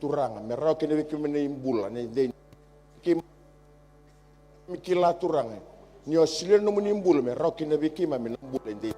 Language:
Fijian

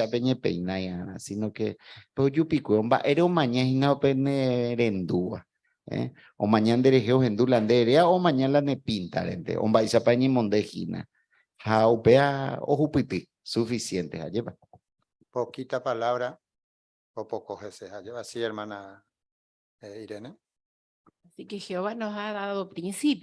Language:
Guarani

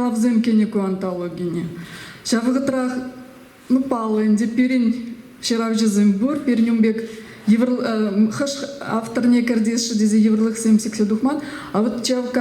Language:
Chuvash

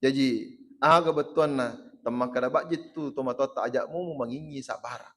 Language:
Buginese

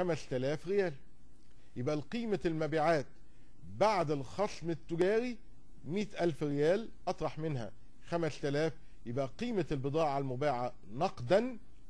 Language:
Arabic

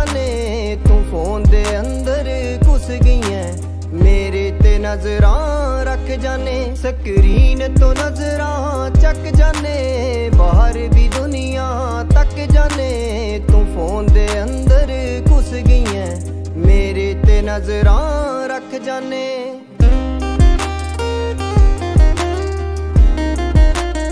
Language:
Punjabi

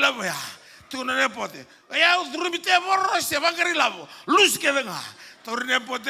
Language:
Fijian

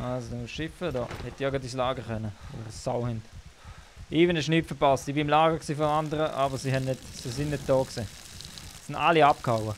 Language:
Swiss German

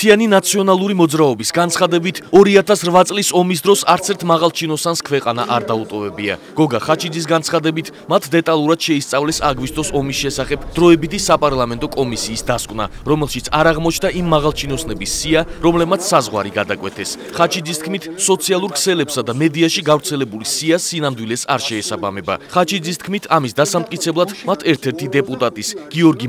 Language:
Georgian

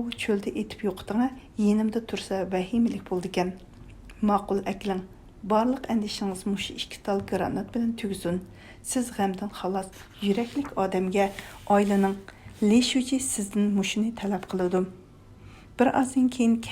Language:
Uyghur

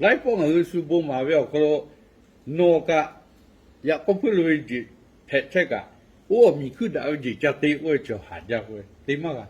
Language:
Lahu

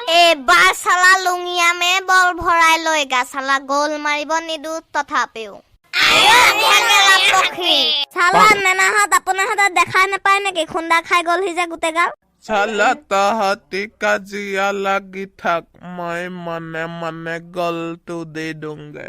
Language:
Assamese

